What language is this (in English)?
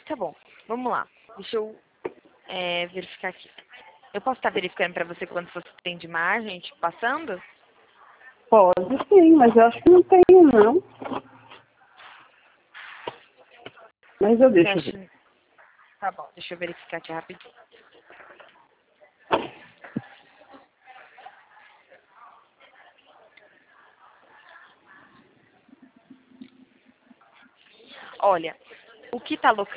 Portuguese